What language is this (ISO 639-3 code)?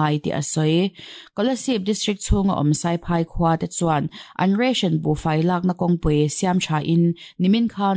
lus